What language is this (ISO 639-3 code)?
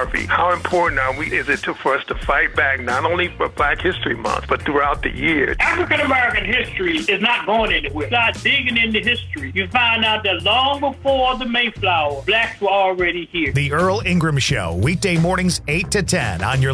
eng